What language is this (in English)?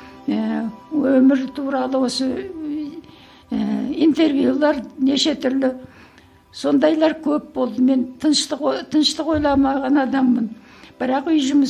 Kazakh